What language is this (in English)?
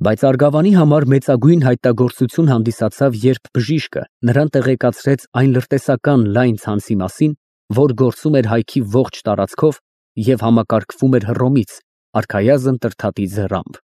Armenian